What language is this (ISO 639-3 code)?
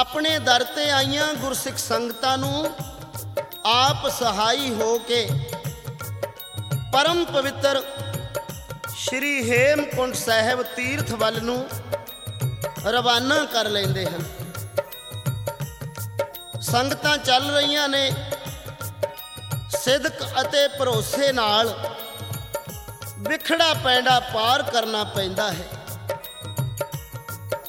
pan